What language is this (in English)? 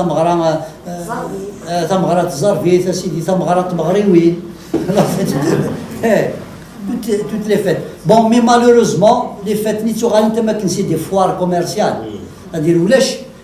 Kabyle